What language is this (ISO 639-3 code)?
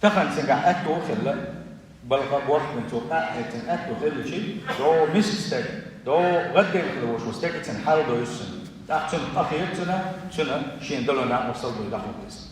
che